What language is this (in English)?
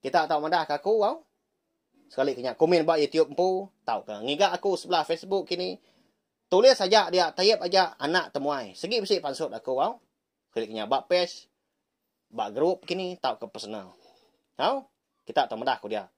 Iban